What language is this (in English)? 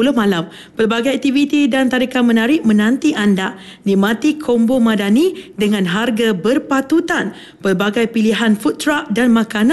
Malay